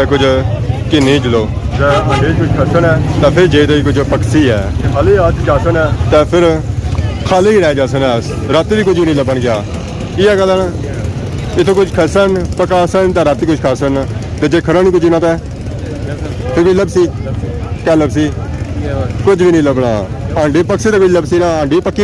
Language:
Pahari-Potwari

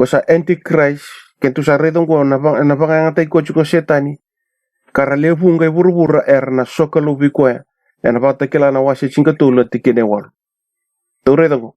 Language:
Fijian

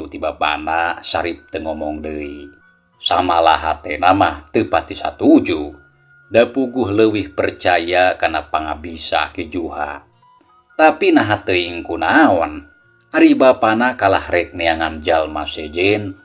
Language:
Sundanese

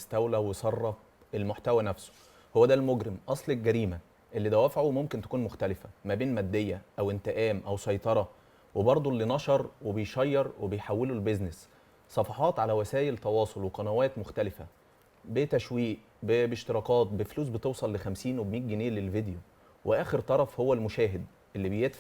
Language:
Egyptian Arabic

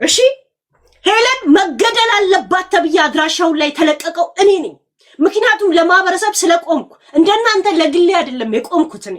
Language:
Amharic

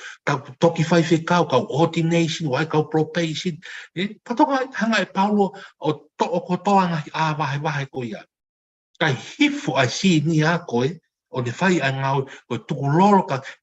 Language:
Tongan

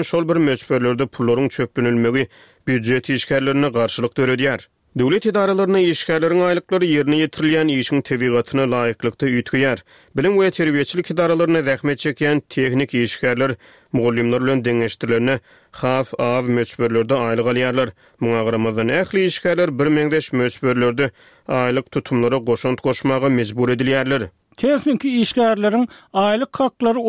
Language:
Turkmen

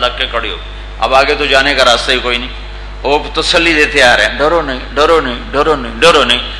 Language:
Urdu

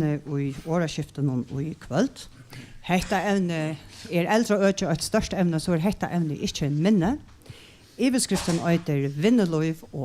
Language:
Faroese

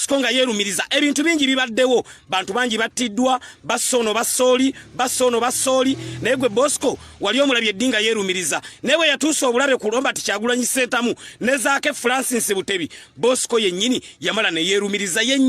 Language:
Ganda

